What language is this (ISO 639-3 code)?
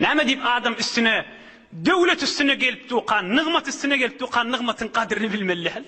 tuk